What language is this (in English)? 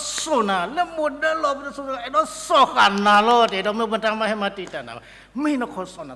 S'gaw Karen